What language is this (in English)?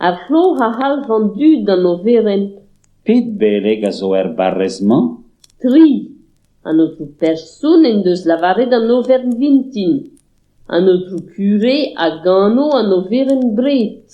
Breton